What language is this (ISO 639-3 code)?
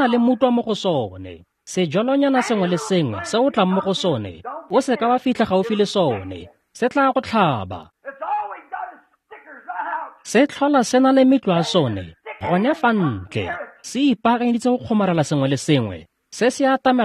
tsn